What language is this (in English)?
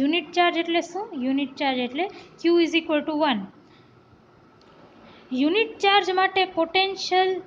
Gujarati